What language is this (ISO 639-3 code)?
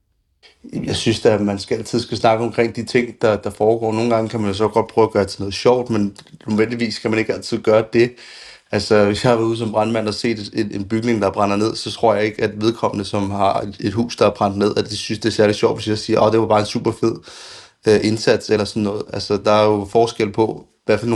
dan